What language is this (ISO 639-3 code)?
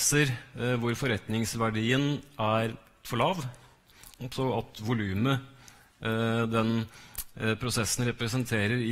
nor